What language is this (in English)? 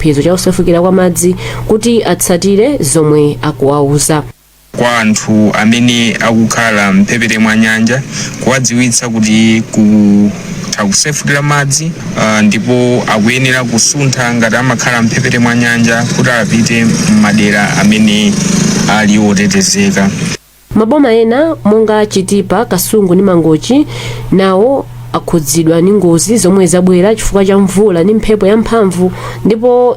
Nyanja